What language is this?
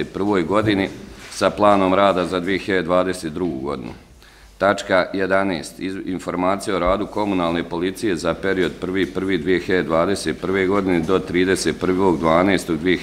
Bosnian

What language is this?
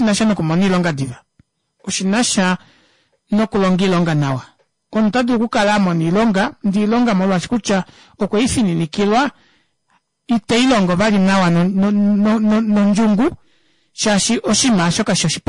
Kuanyama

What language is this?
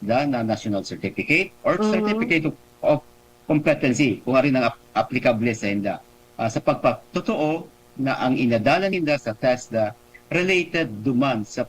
Bikol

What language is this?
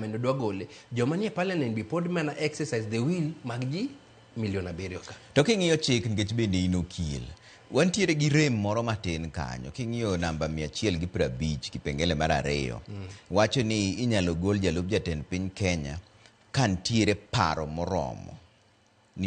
Luo (Kenya and Tanzania)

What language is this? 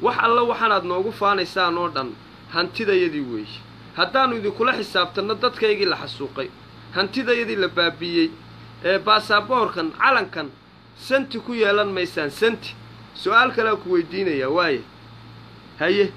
Somali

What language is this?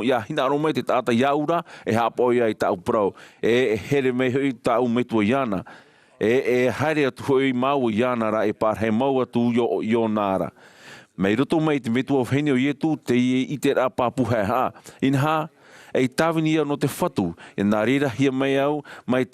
Tahitian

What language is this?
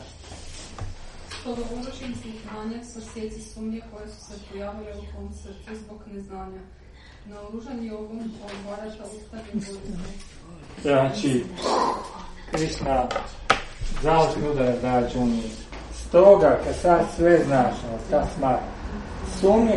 Croatian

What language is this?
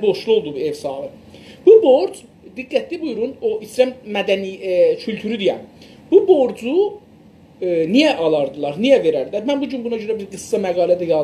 South Azerbaijani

